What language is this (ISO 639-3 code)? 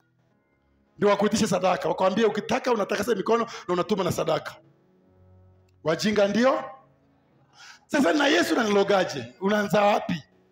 swa